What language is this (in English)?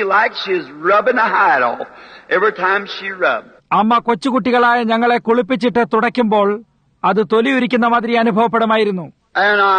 Malayalam